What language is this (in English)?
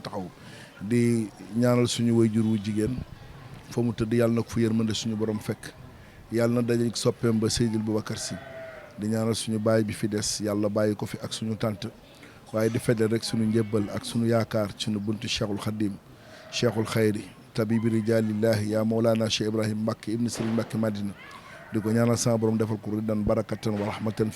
Wolof